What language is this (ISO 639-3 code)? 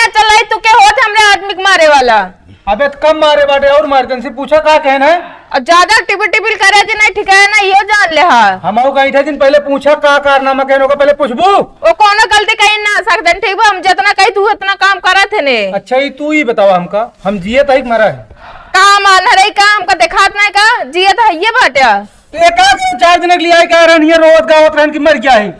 awa